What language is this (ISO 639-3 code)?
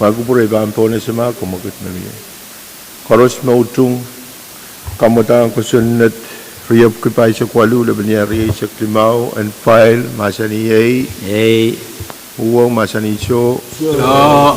pon